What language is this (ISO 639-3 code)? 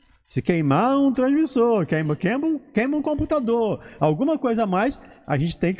por